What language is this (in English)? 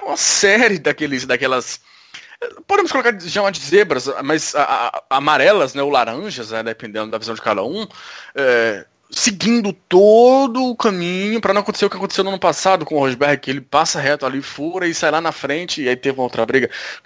Portuguese